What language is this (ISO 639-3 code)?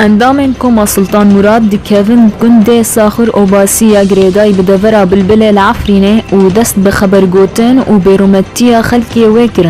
kur